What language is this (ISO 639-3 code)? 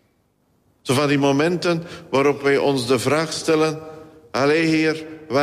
nld